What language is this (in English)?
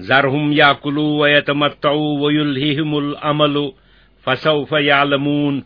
Kashmiri